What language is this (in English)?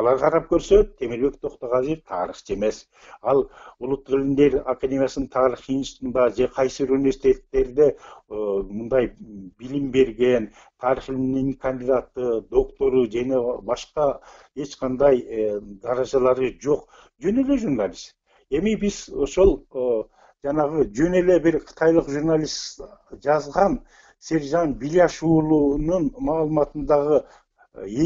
Kyrgyz